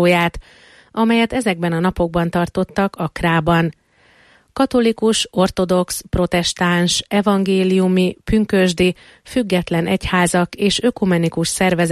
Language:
Hungarian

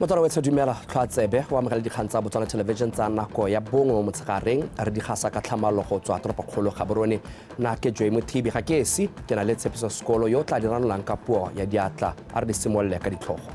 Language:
Tswana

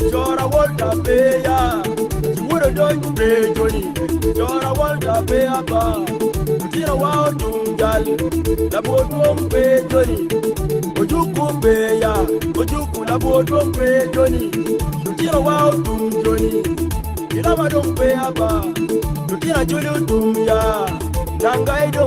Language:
Acoli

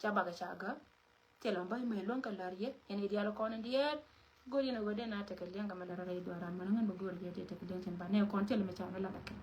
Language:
Nuer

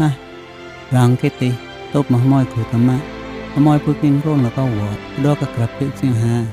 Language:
Mon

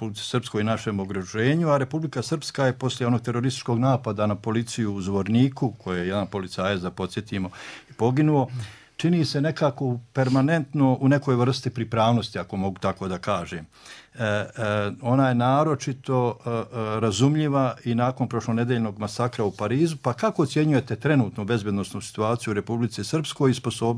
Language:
Bosnian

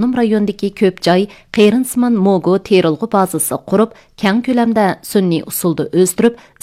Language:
Uyghur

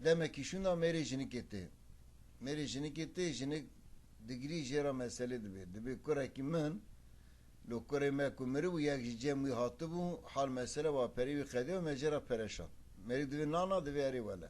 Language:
Kurdish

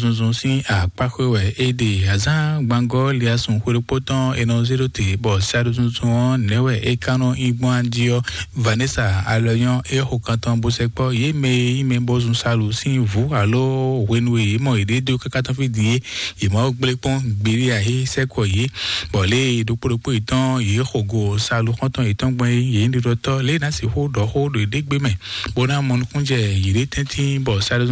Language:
Fon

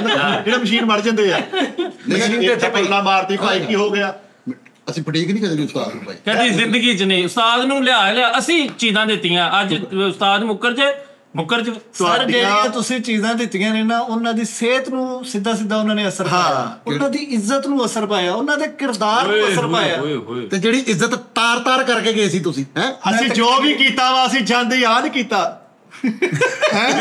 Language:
Punjabi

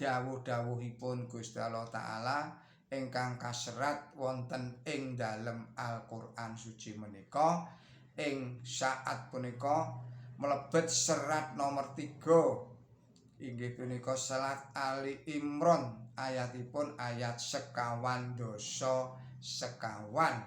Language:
Javanese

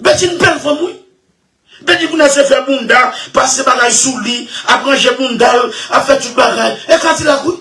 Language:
Haitian Creole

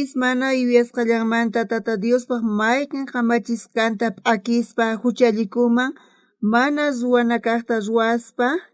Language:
South Bolivian Quechua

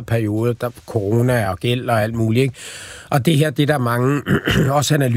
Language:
Danish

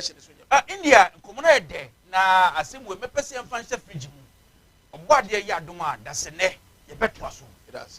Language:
Akan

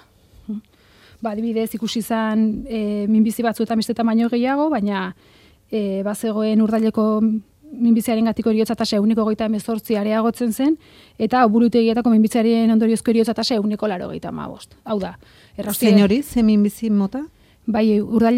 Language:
Basque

